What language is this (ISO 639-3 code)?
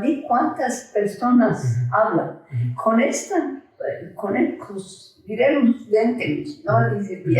lad